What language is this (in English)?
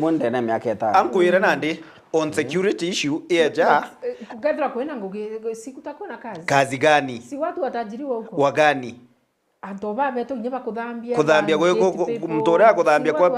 Meru